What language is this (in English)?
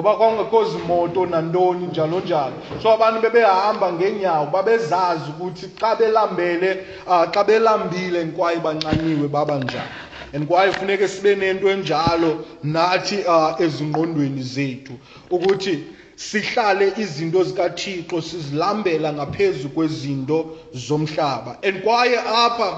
Xhosa